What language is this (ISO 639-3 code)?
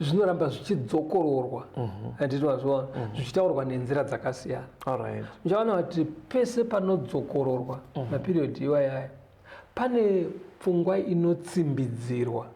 sna